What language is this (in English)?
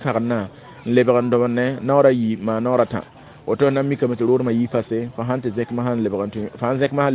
Mossi